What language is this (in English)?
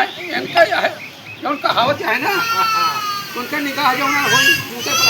Awadhi